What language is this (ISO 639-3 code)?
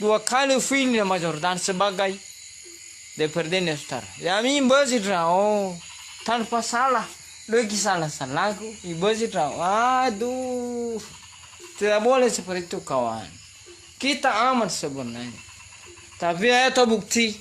nia